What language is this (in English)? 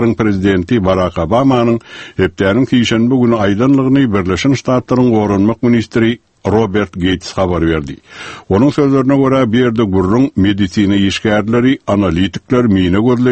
Turkmen